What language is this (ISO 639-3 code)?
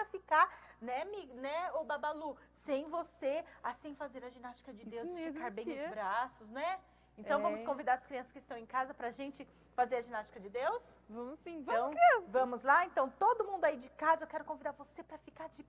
por